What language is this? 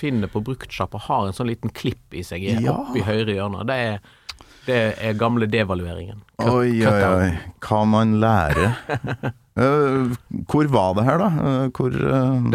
Norwegian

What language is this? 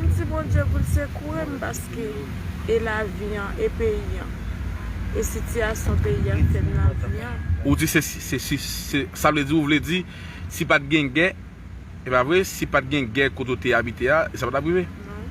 Haitian Creole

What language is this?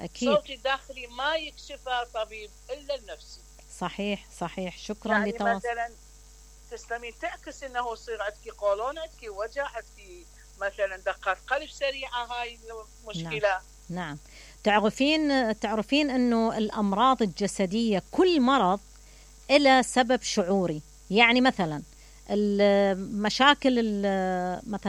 Mesopotamian Arabic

